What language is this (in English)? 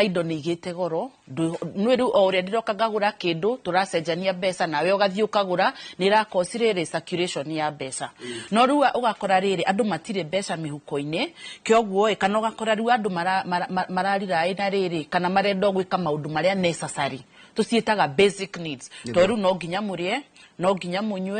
Kikuyu